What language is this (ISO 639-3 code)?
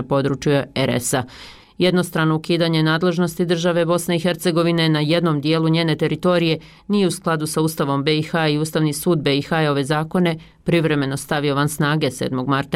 bos